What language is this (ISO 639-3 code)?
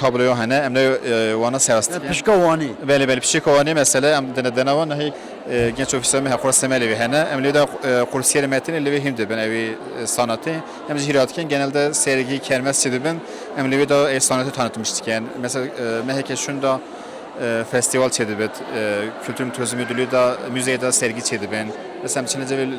kur